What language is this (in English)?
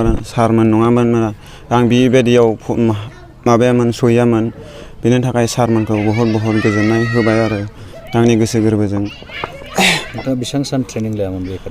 Bodo